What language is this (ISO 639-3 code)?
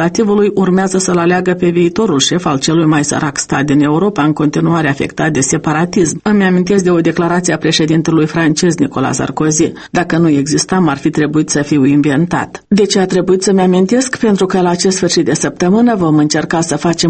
ron